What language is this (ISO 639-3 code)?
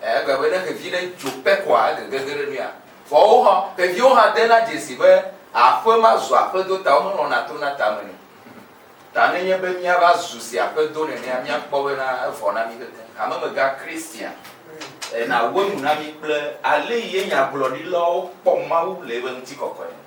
ewe